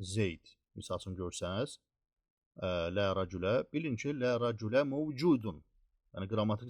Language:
Azerbaijani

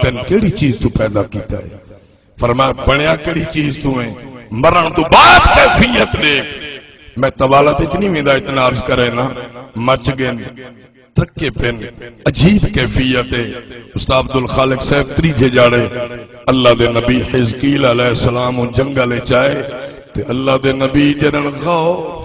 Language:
Saraiki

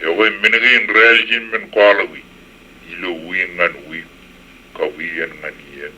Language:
Marshallese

